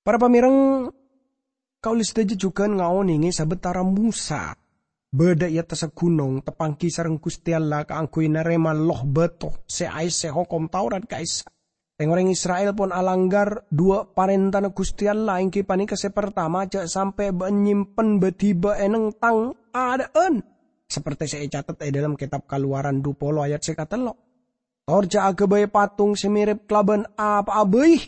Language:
Madurese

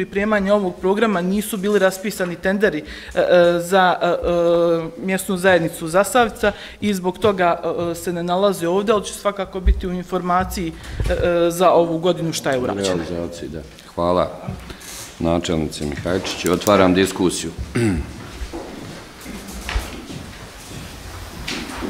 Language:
Bosnian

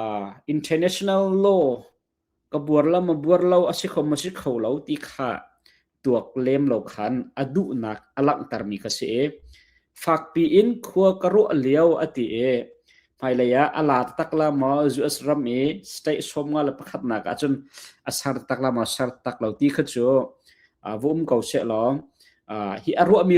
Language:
Hakha Chin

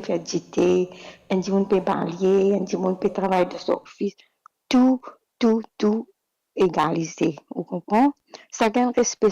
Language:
Morisyen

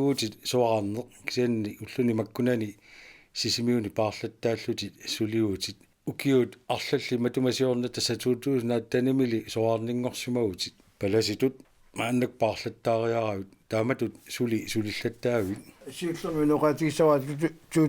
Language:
Kalaallisut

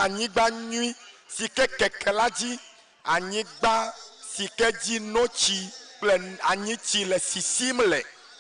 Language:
Ewe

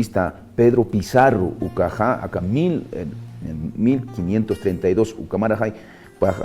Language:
Aymara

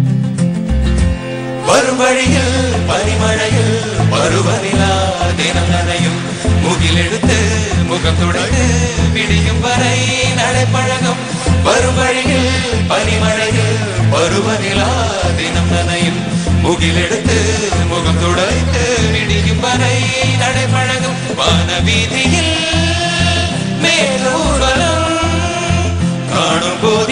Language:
Tamil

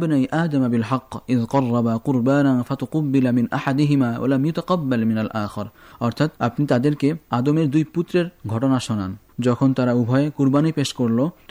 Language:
Bangla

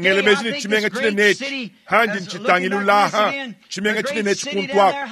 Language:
Luba-Lulua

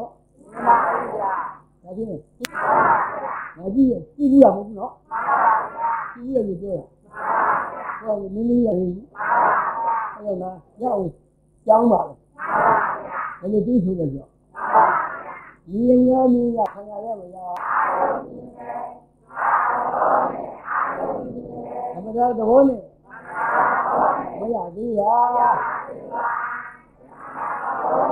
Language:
Burmese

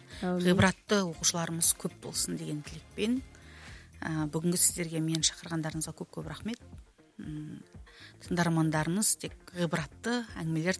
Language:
Kazakh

